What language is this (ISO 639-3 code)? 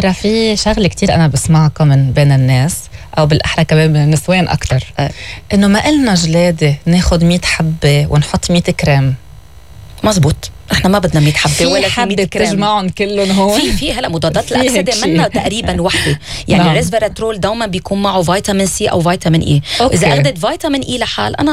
apc